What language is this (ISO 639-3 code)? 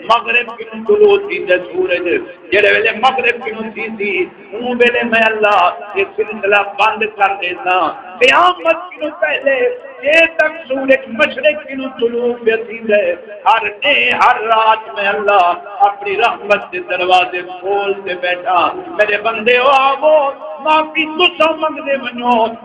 skr